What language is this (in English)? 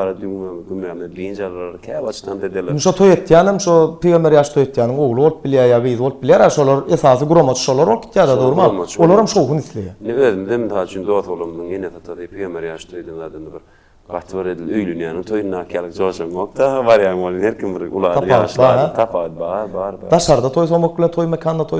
Turkmen